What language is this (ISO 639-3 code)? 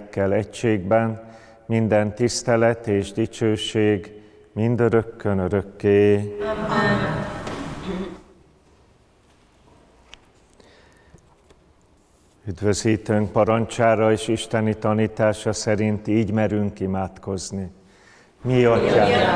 hun